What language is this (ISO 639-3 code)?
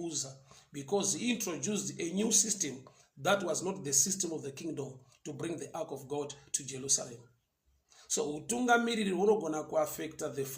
sna